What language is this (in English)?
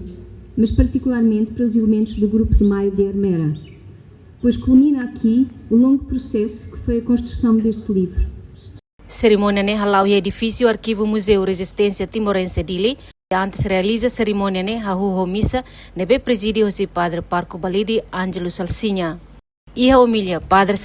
Tetum